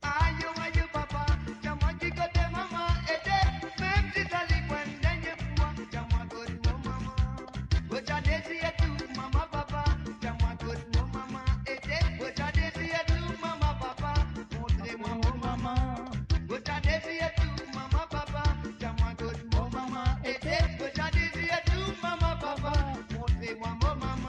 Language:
Morisyen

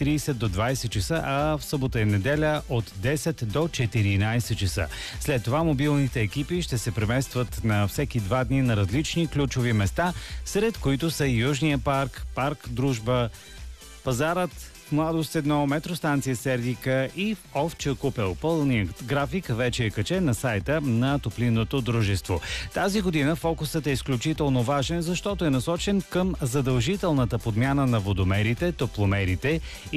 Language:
Bulgarian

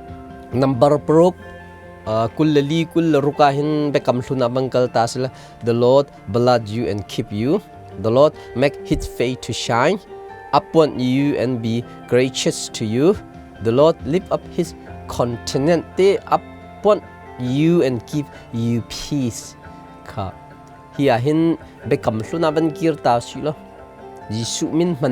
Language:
Hakha Chin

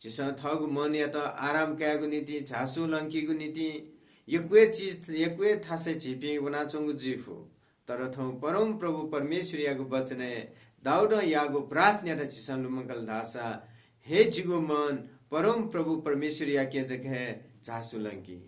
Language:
Newari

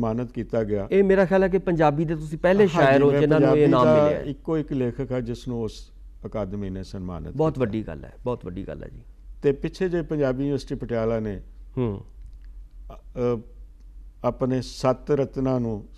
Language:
Punjabi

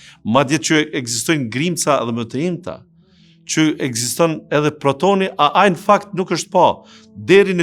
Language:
Albanian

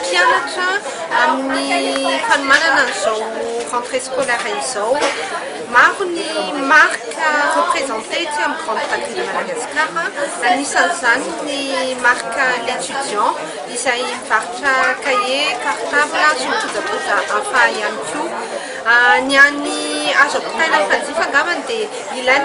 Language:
Malagasy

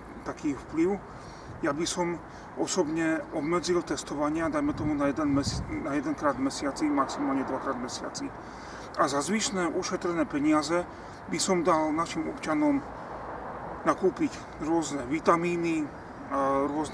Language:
Slovak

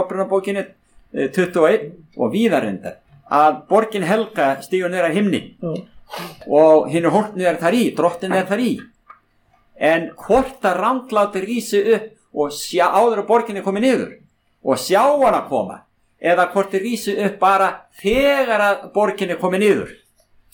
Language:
Icelandic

